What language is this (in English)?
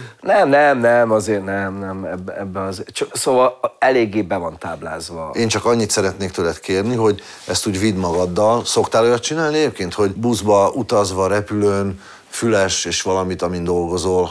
Hungarian